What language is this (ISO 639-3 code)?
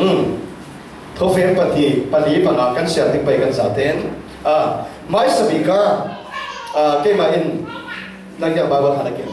cfm